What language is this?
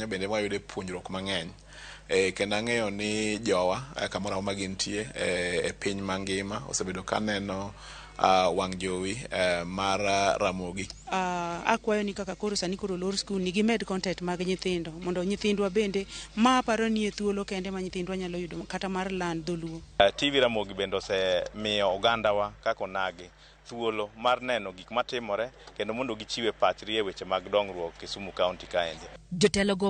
Luo (Kenya and Tanzania)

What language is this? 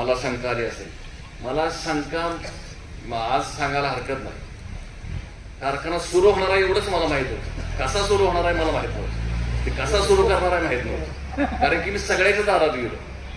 Marathi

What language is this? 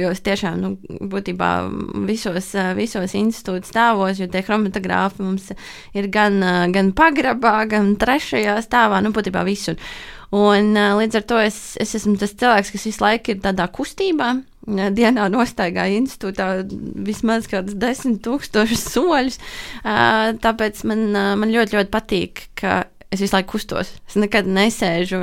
Latvian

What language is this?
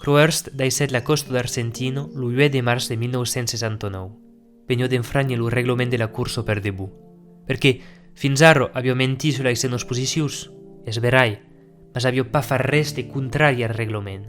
Occitan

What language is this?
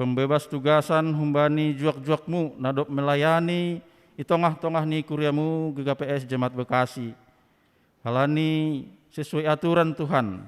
Batak Simalungun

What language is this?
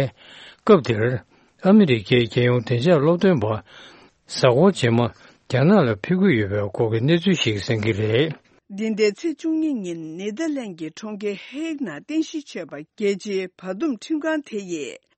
Tibetan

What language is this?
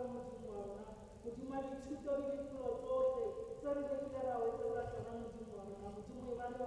Tswana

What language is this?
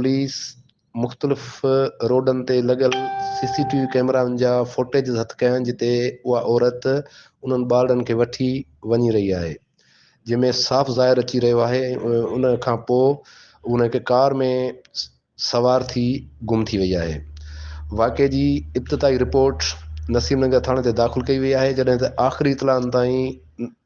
Sindhi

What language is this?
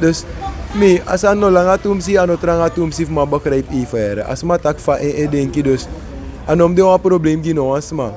Sranan Tongo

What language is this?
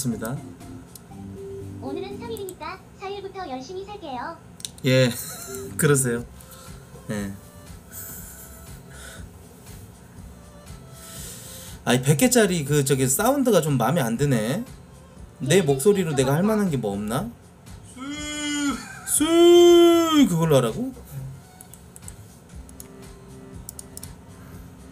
Korean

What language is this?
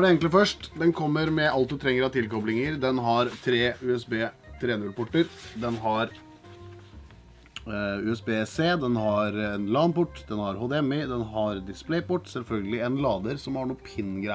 Norwegian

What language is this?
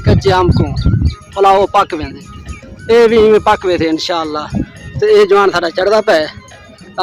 Saraiki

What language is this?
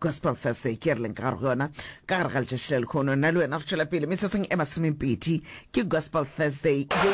Northern Sotho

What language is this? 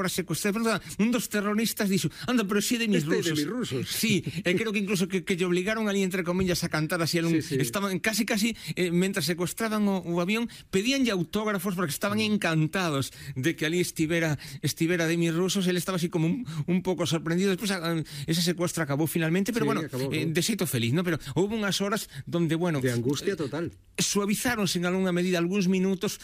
Galician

